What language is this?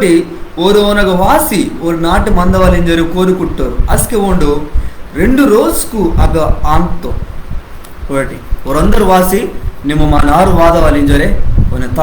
Koya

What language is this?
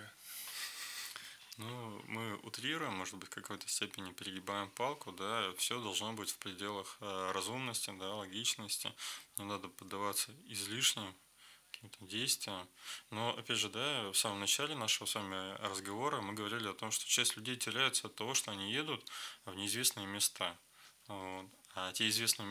Russian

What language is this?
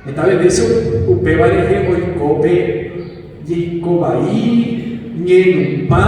Guarani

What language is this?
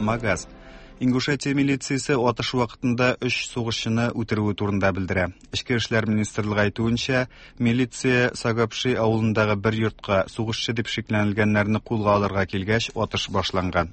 Tatar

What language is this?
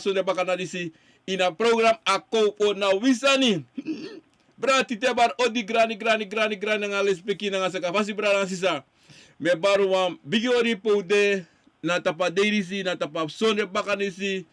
Sranan Tongo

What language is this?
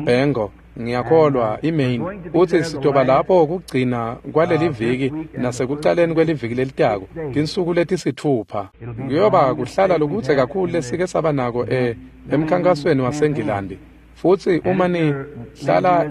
Swati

